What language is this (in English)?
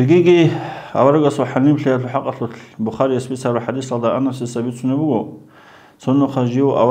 Avaric